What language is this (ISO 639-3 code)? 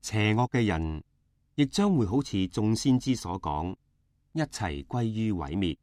yue